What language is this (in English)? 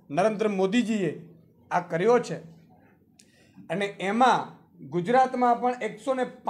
Gujarati